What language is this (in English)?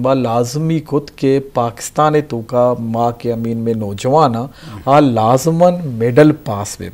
Eastern Balochi